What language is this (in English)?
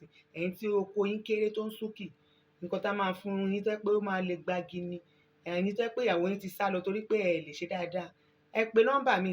Yoruba